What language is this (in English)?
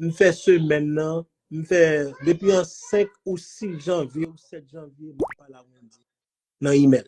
Haitian Creole